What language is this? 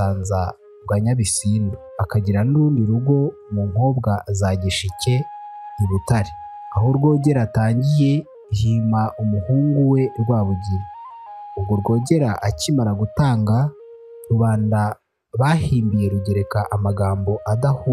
Kinyarwanda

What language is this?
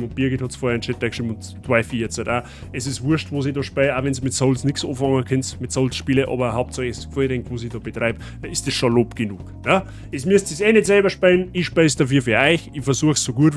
Bavarian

